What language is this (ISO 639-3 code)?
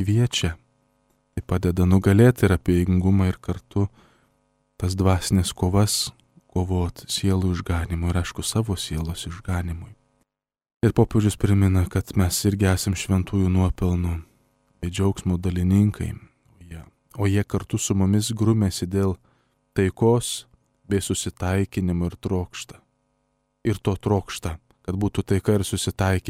lit